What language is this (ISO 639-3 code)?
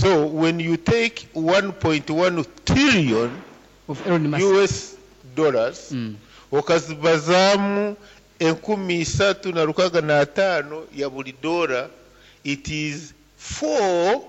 nyn